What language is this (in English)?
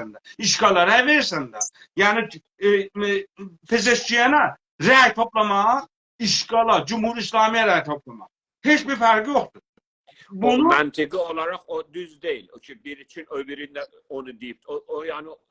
South Azerbaijani